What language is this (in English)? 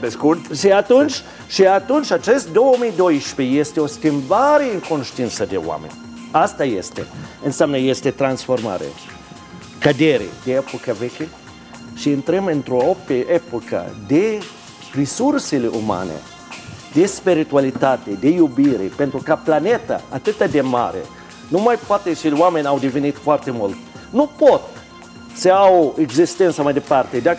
Romanian